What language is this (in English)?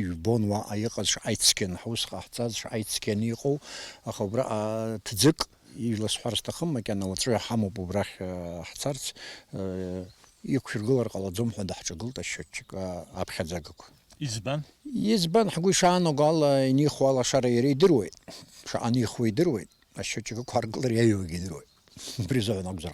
Abkhazian